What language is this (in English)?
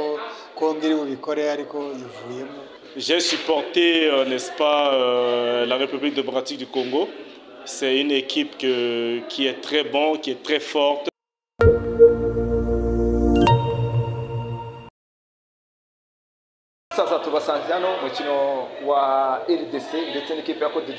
Kinyarwanda